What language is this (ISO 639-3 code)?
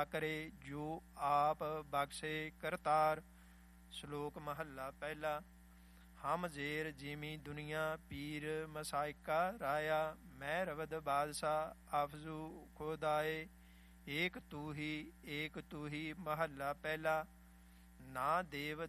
pan